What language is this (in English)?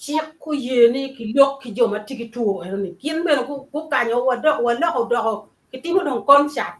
Acoli